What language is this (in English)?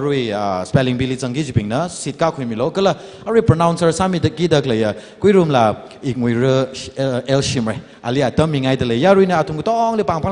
Tangkhul Naga (India)